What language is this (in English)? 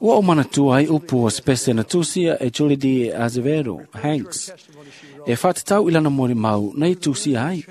Samoan